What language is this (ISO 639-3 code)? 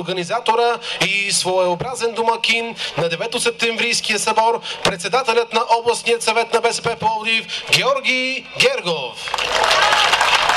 bul